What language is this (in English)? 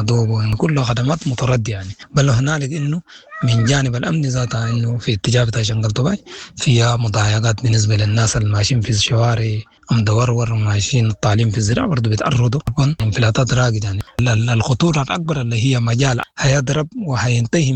Sudanese Arabic